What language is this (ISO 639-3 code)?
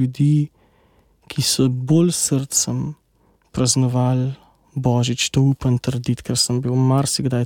slv